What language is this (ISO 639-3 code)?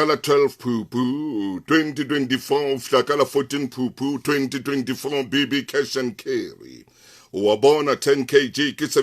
sot